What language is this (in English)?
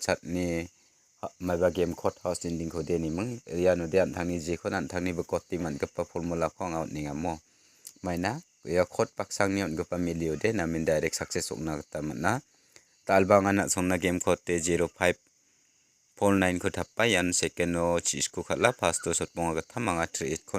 Garo